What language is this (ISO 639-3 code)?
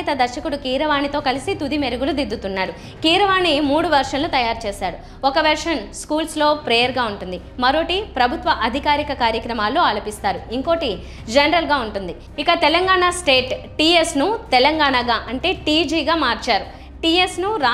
tel